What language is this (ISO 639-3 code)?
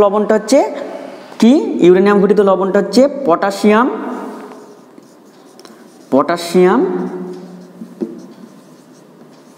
ben